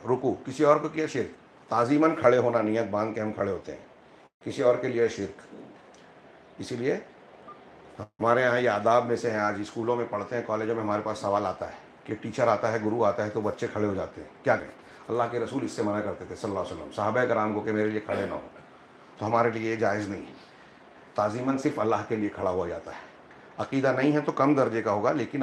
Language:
Urdu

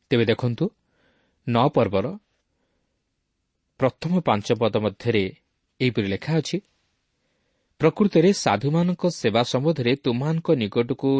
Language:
Odia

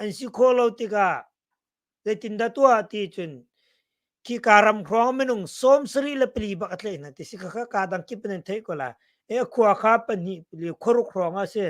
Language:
Hakha Chin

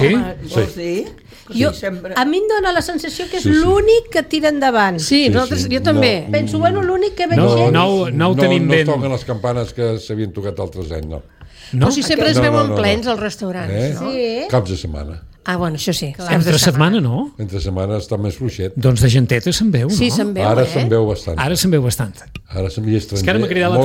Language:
Catalan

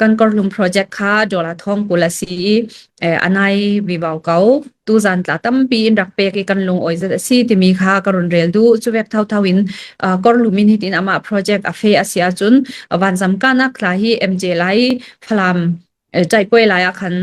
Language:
Hakha Chin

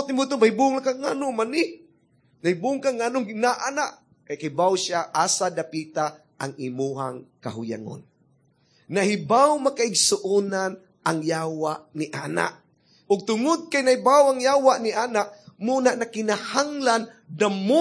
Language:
Cebuano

